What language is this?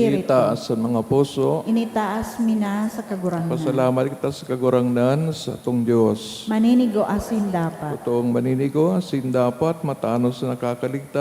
Bikol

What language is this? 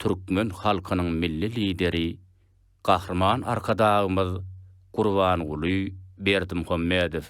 Turkmen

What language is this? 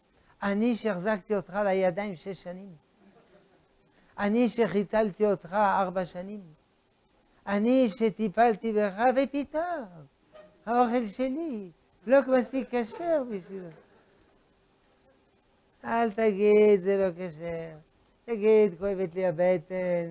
Hebrew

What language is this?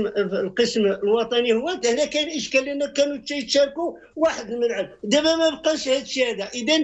Moroccan Arabic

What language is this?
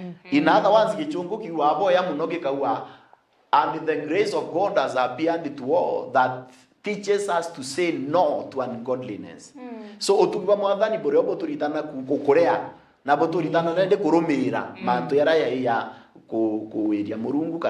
Meru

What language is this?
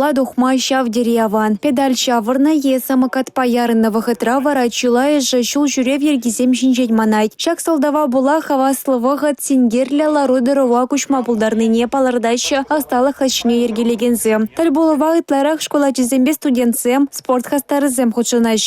Chuvash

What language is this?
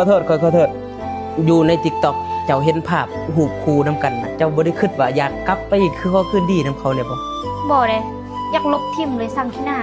Northeastern Thai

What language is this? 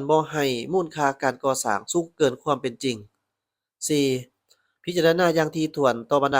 Lao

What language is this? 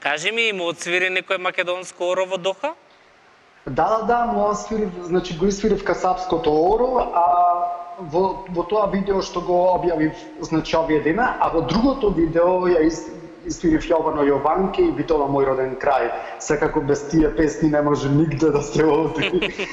Macedonian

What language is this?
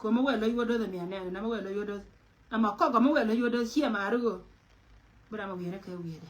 Nuer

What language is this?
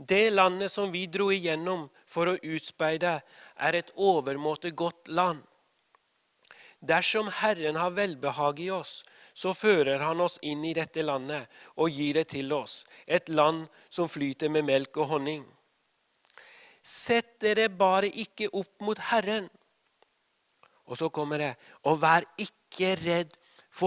Norwegian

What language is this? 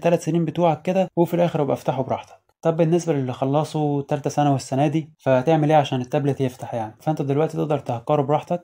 Egyptian Arabic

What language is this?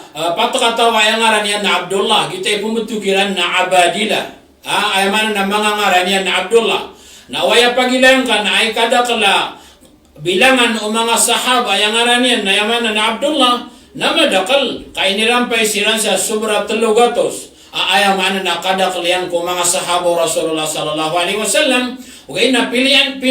Maranao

